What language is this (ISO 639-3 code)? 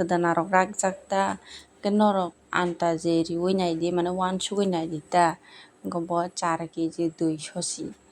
trp